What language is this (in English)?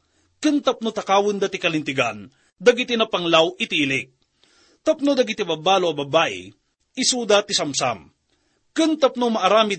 Iloko